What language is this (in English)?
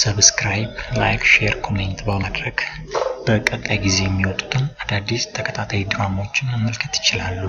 Amharic